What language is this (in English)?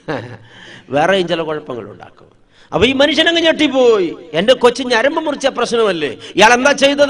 Malayalam